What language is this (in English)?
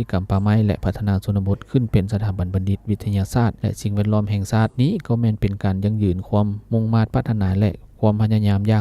Lao